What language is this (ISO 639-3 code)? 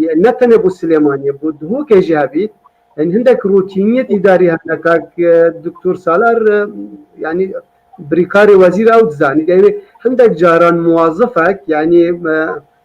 kur